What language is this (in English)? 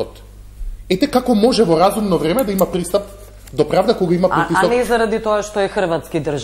Macedonian